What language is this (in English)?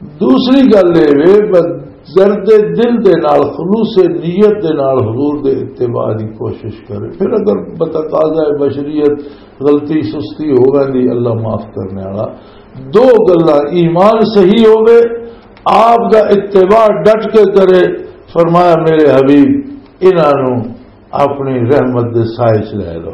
Western Panjabi